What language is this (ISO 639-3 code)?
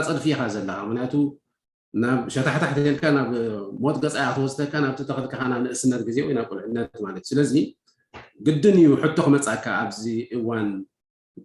tir